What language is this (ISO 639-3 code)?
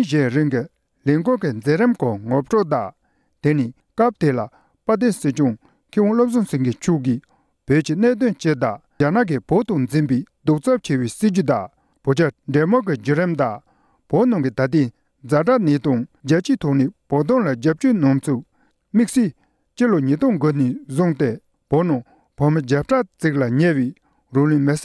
bod